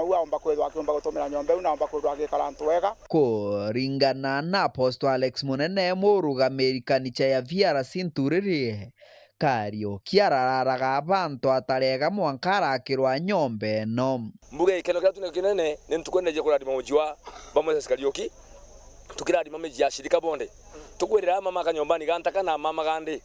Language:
Meru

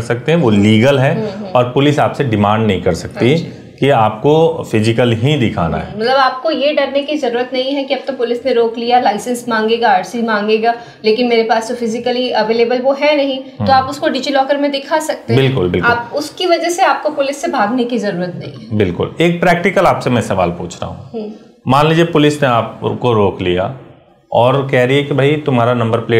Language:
Hindi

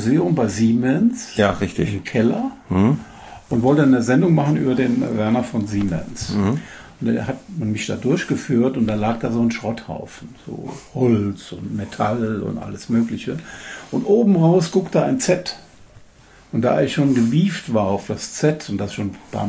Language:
German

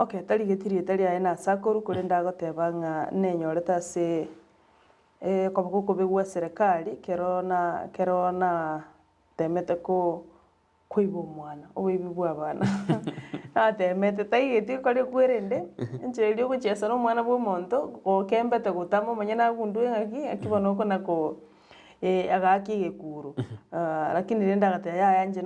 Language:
Gusii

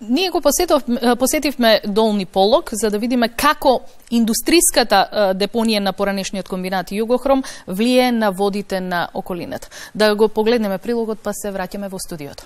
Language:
Macedonian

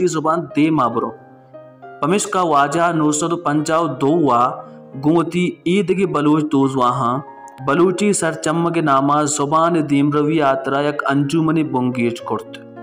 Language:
Baluchi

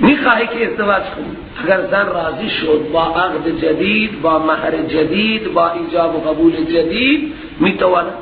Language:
Persian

